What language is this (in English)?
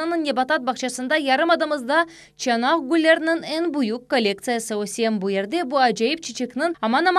Crimean Tatar